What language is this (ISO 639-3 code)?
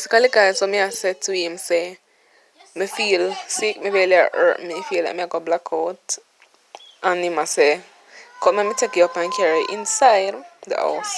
jam